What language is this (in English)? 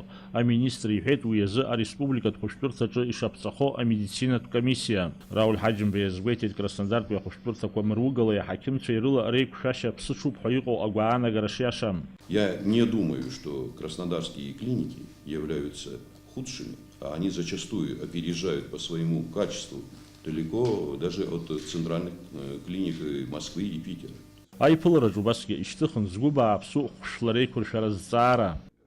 Abkhazian